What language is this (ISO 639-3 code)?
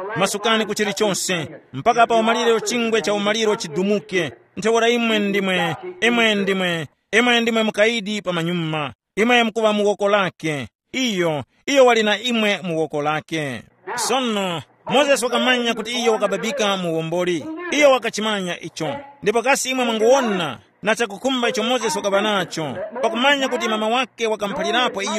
tum